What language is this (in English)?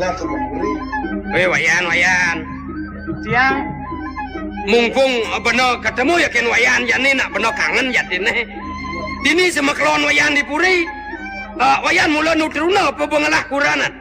Balinese